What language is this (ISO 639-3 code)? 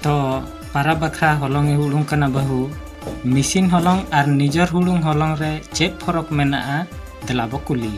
sat